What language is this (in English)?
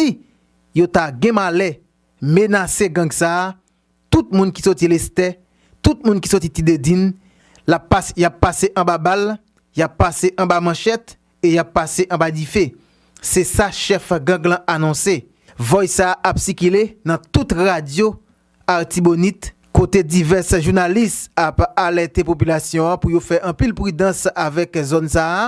Haitian Creole